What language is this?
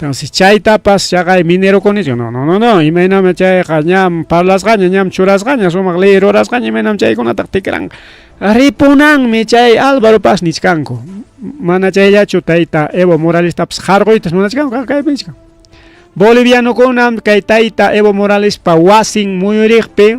Ayacucho Quechua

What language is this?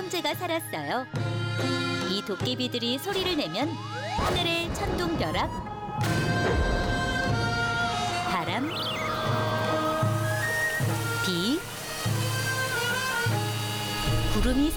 Korean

